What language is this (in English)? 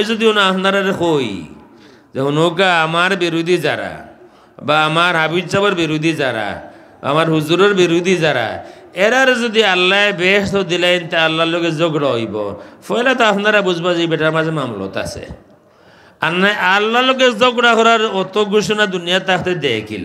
Sylheti